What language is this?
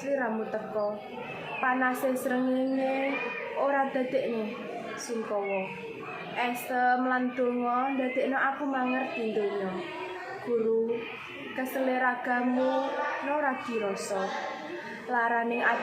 Javanese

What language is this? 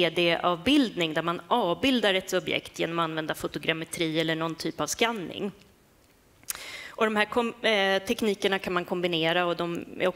Swedish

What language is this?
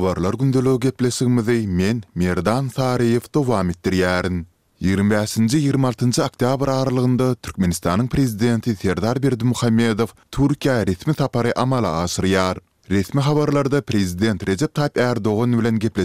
Turkmen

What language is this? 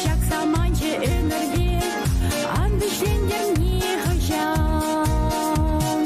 Chuvash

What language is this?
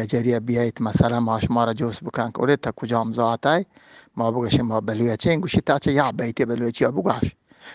Eastern Balochi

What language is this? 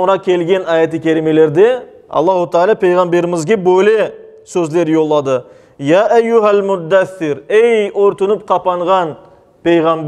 Crimean Tatar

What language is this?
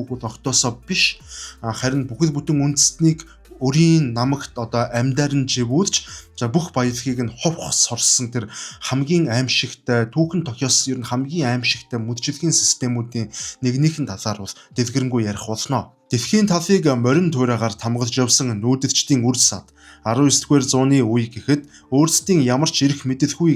Mongolian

